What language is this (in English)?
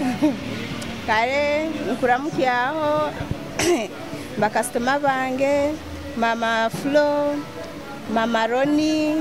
Nyoro